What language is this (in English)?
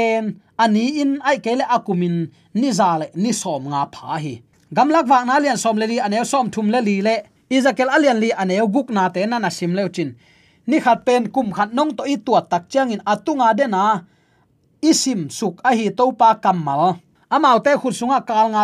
Tedim Chin